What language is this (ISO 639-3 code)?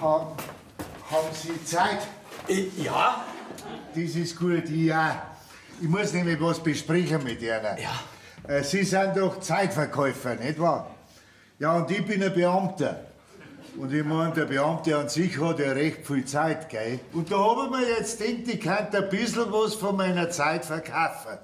bar